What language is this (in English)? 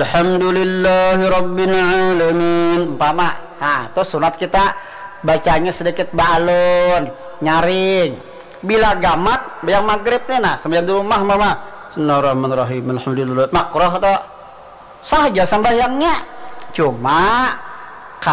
Banjar